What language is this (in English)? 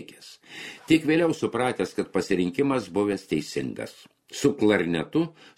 Lithuanian